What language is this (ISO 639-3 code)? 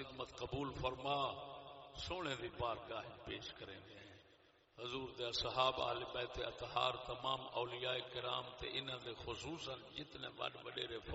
skr